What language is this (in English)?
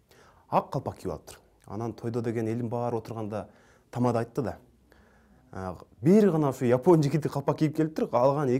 Kyrgyz